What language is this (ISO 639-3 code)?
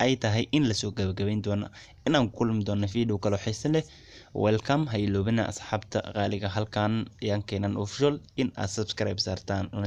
som